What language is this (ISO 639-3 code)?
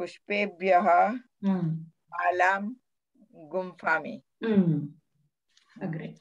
san